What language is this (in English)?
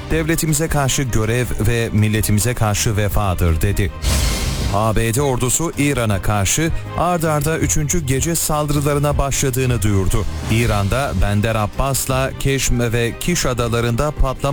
Turkish